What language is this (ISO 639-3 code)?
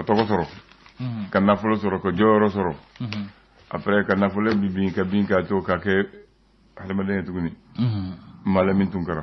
bam